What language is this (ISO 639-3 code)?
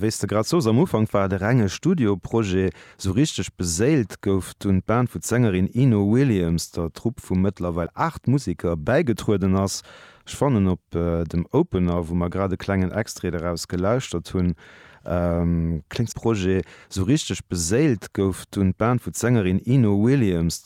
ltz